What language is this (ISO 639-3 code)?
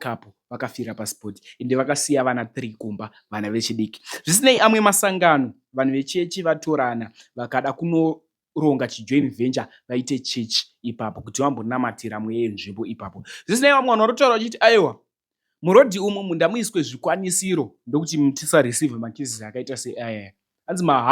sna